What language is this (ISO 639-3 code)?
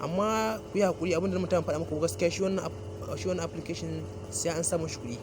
hau